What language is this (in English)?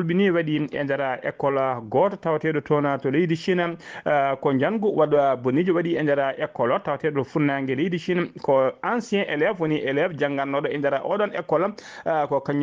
Fula